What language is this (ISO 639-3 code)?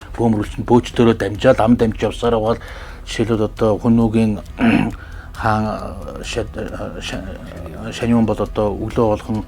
mon